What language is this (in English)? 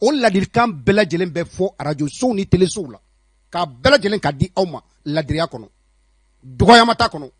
Bambara